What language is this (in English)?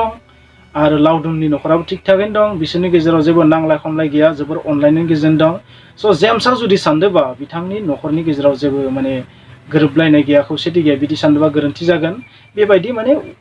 Bodo